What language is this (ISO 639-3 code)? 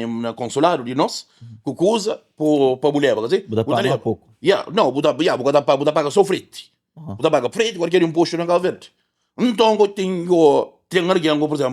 kea